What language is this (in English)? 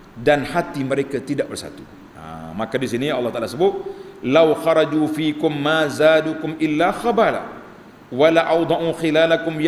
Malay